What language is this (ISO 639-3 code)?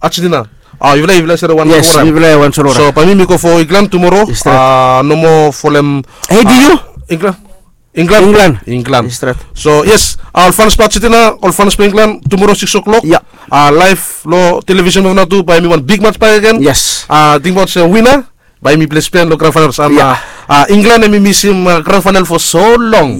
bis